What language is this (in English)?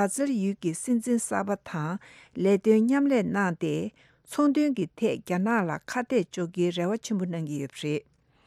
Tibetan